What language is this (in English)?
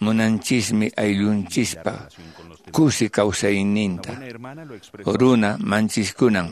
Quechua